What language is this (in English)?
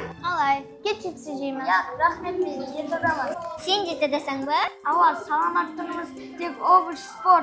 Kara-Kalpak